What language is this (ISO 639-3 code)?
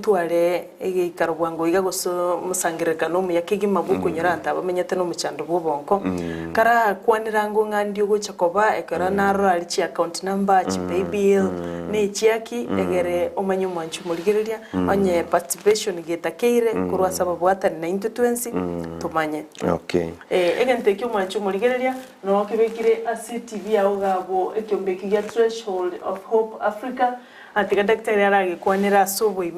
guz